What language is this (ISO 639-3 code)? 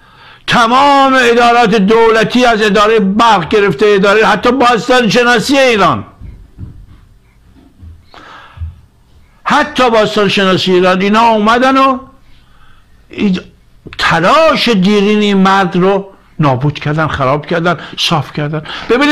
fas